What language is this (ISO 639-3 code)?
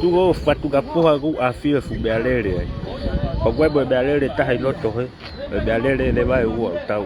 ton